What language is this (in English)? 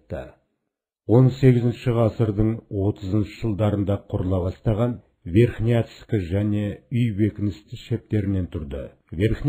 Kazakh